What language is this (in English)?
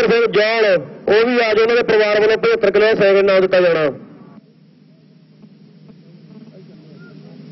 Punjabi